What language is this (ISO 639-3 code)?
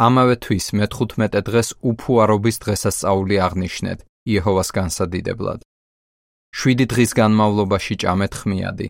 kat